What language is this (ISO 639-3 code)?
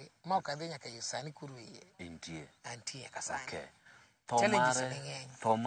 luo